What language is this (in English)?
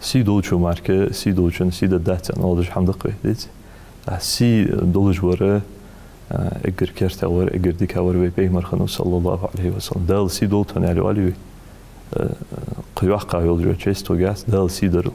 Ingush